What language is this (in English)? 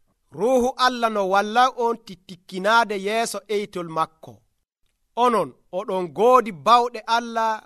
Nigerian Fulfulde